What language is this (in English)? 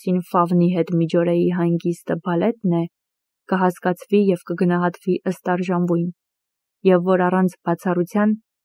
Armenian